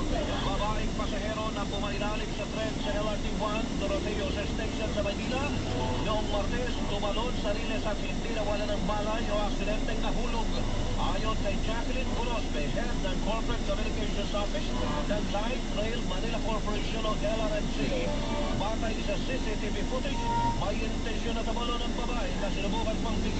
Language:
Filipino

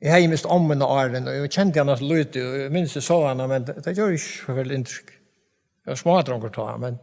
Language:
Faroese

